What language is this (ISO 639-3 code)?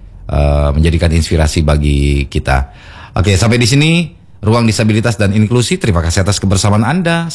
ind